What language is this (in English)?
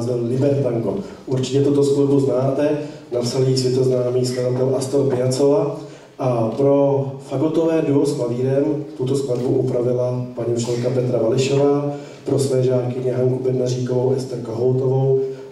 Czech